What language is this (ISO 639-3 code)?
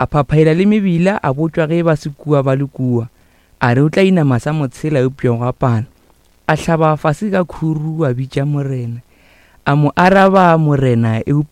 nso